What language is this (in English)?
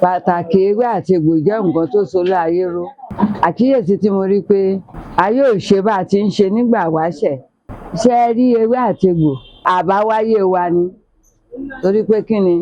Yoruba